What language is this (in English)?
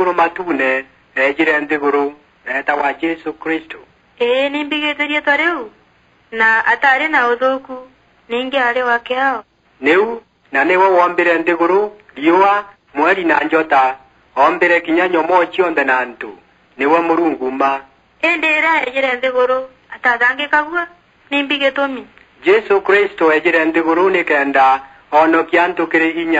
Meru